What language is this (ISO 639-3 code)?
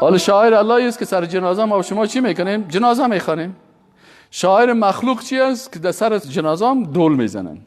fas